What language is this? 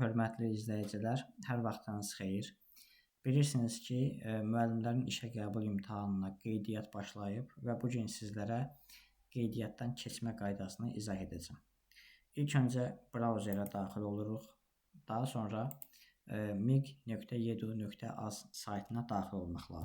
Azerbaijani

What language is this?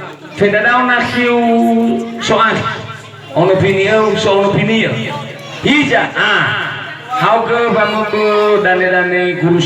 Nias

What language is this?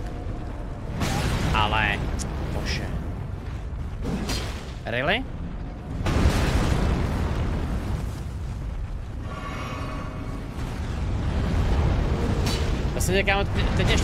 Czech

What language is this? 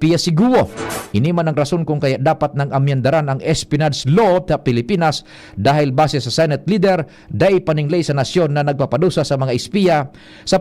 Bikol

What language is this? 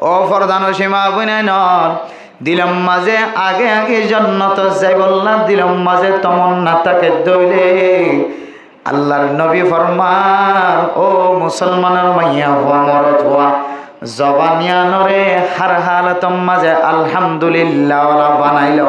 Rohingya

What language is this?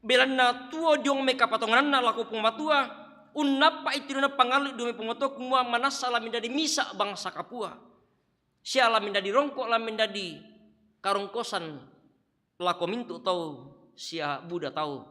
Toraja-Sa'dan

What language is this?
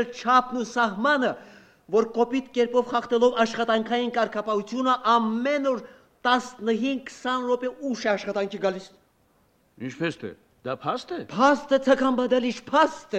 Armenian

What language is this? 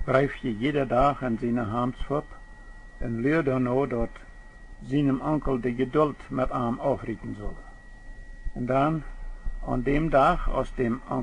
Plautdietsch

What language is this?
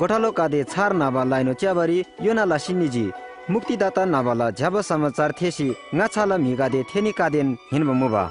Eastern Tamang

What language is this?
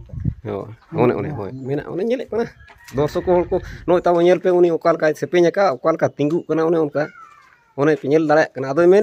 Santali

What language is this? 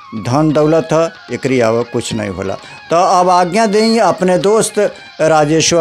Bhojpuri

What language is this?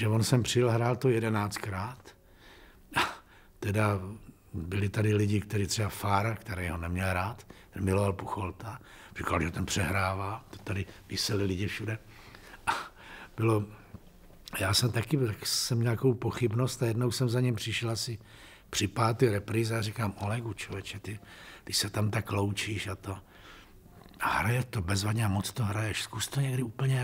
Czech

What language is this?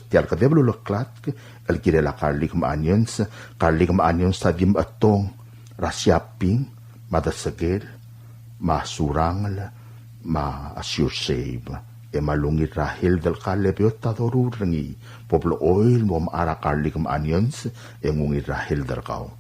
Palauan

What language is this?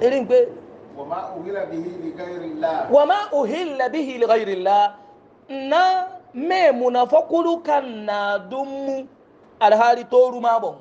Hausa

